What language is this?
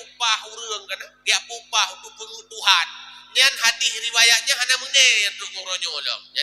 Achinese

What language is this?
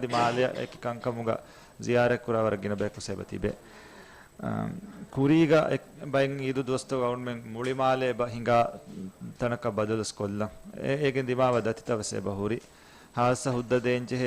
Divehi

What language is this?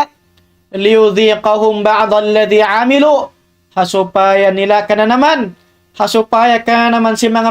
Tausug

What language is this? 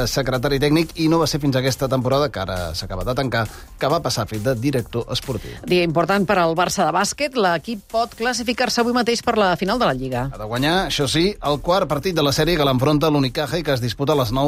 Catalan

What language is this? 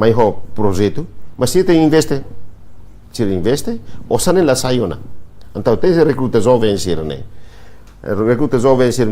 Tetum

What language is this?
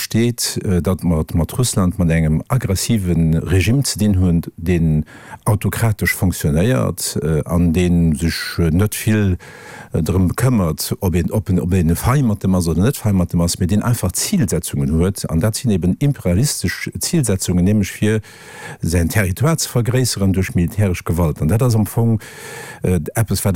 Luxembourgish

